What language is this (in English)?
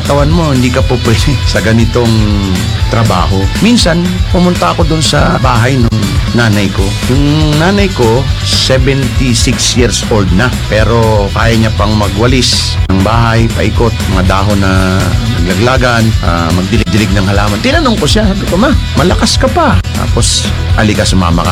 Filipino